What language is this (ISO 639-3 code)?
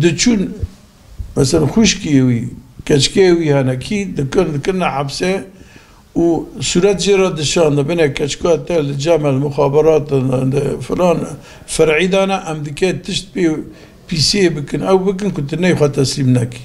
kur